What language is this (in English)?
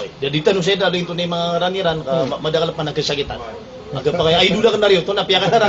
Maranao